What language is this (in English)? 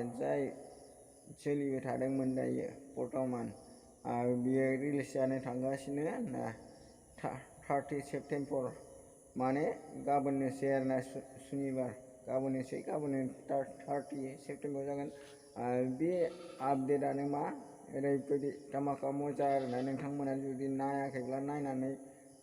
Bodo